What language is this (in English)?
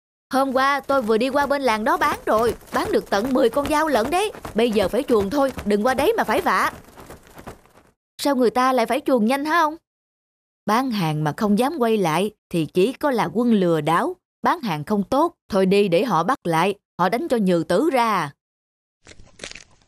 Vietnamese